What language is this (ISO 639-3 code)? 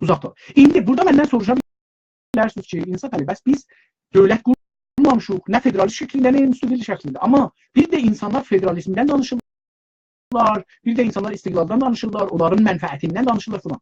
azb